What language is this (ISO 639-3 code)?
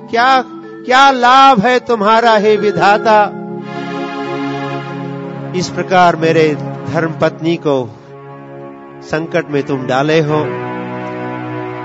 hin